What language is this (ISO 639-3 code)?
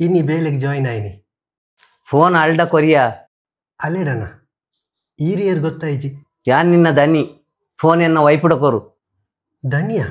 tcy